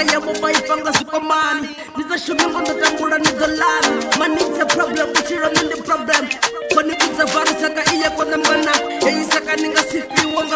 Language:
Venda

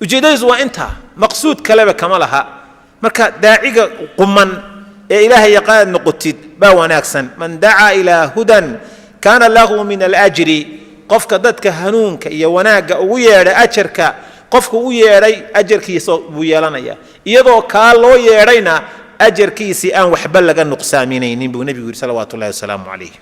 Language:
Somali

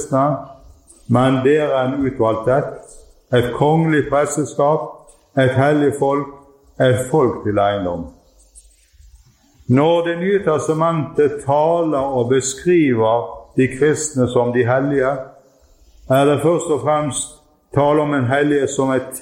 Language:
Norwegian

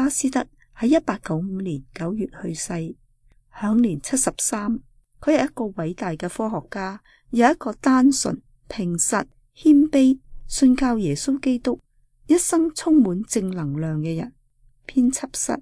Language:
Cantonese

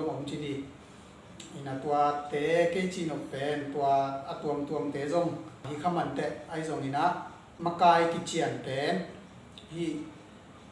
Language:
Tedim Chin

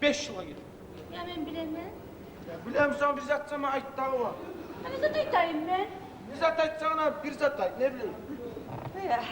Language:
Kumyk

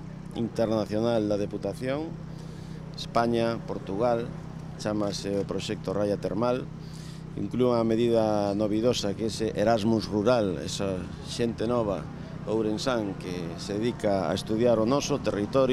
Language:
Galician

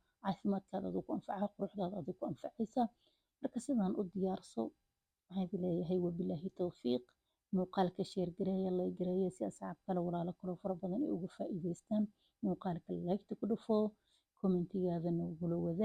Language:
Somali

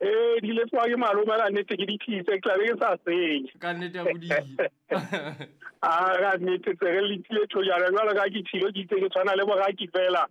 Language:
Southern Sotho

